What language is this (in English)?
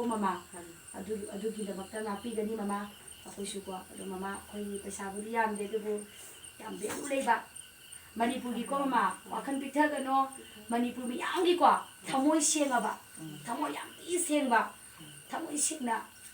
Manipuri